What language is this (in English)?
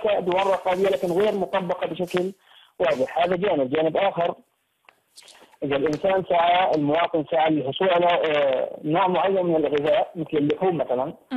Arabic